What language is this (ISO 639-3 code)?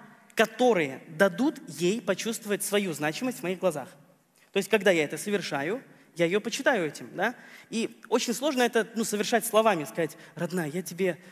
rus